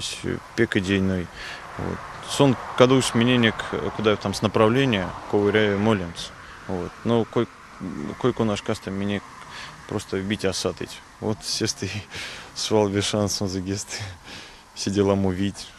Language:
Erzya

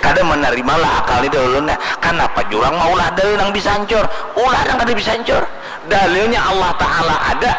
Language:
Banjar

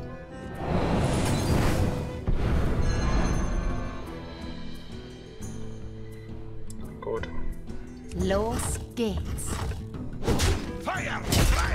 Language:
German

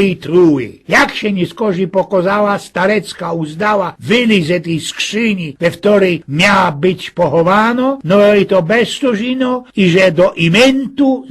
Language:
Silesian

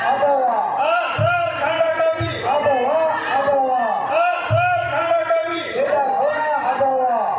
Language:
Santali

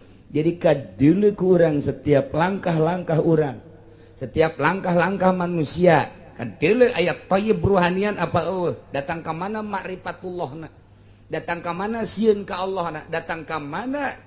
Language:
Sundanese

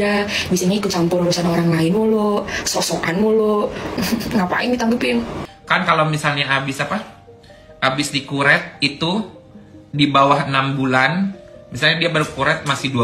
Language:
Indonesian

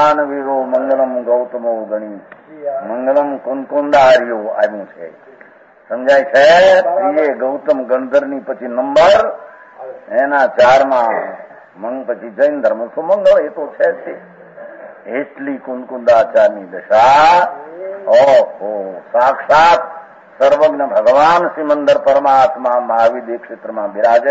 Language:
Gujarati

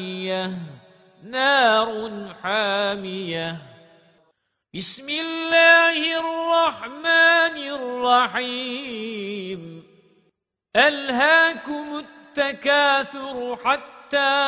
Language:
Arabic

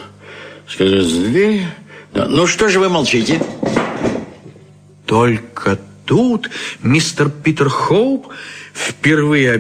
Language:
Russian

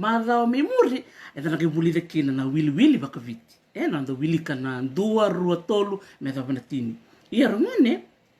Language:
Fijian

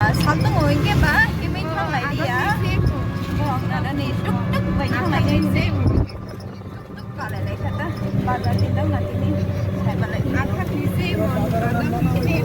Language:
Kok Borok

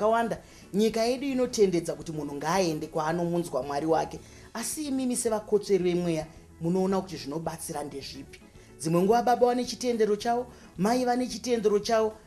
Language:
Shona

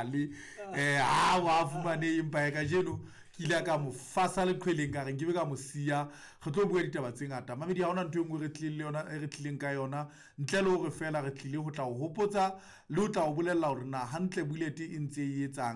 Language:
Southern Sotho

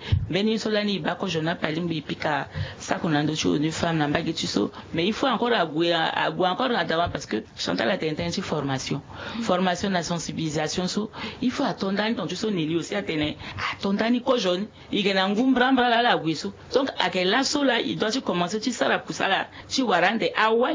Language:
Sango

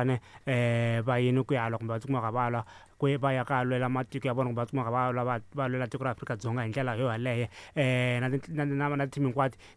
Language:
Tsonga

